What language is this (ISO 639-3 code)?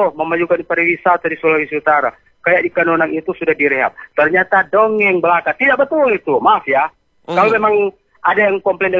ind